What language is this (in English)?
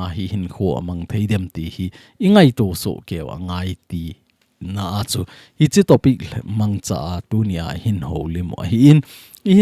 Thado Chin